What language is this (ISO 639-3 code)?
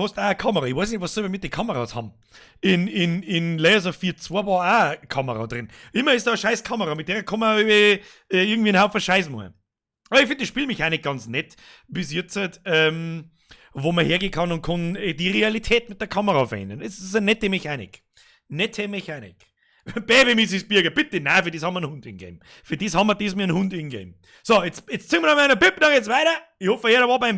bar